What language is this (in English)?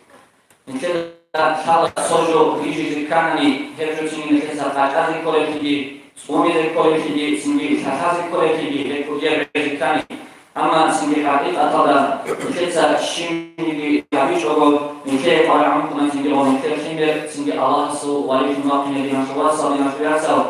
Avaric